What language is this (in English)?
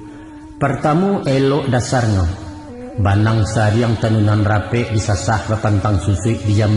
Minangkabau